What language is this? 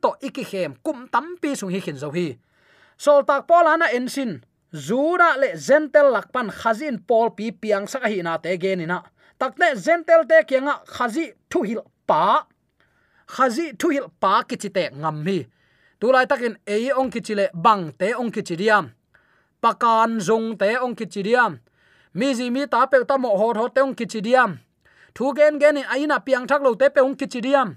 Tedim Chin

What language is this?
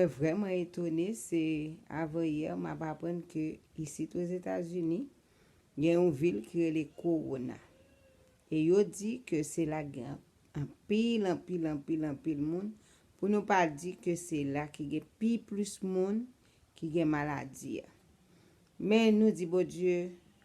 Haitian Creole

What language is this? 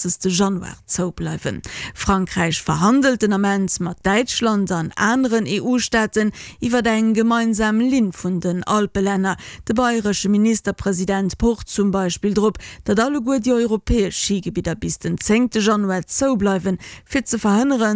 Luxembourgish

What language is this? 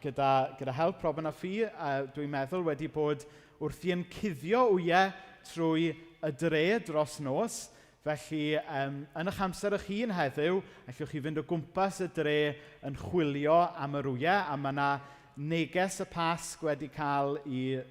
Welsh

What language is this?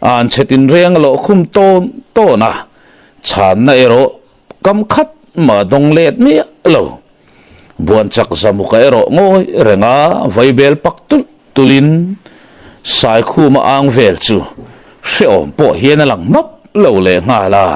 Mizo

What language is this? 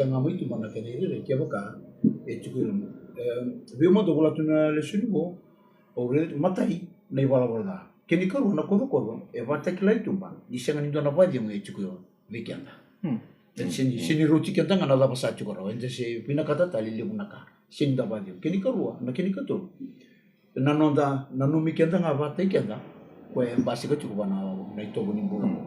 Fijian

